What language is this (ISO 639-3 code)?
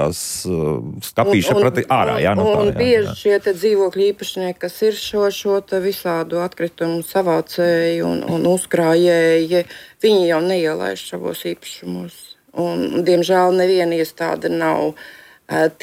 lav